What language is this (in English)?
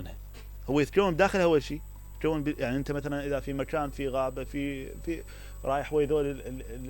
Mesopotamian Arabic